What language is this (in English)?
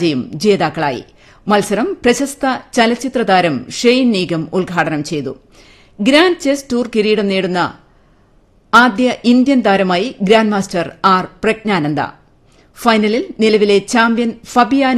Malayalam